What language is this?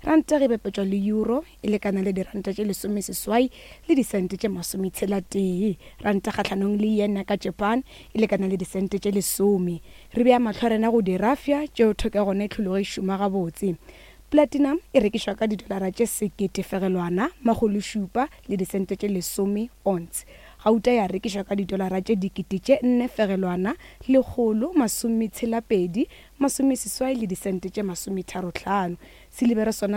Northern Sotho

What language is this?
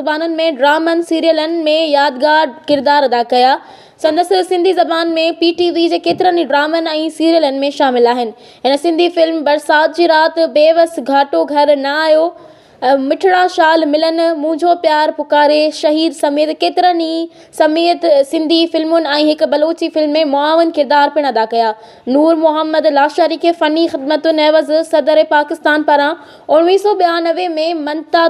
Sindhi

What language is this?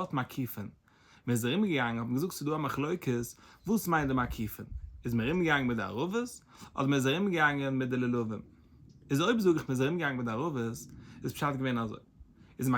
Yiddish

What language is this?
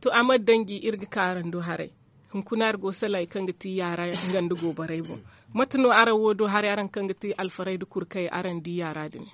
Zarma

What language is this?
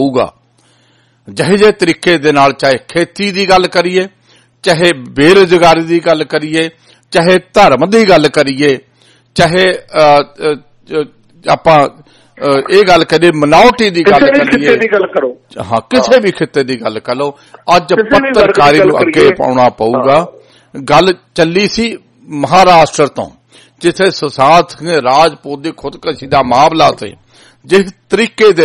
Punjabi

